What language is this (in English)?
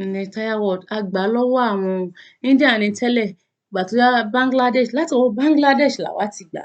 Yoruba